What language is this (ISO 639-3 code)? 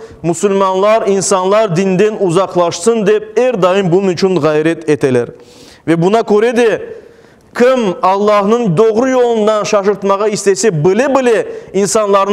crh